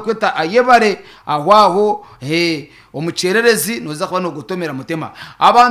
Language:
Nyankole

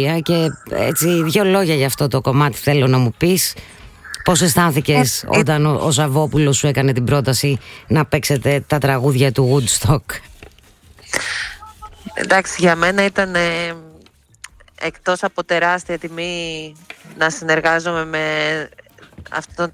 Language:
Greek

